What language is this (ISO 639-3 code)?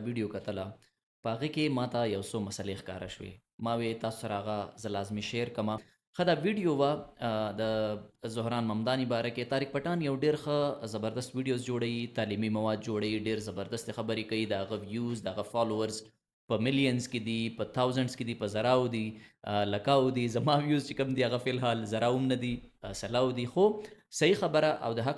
pus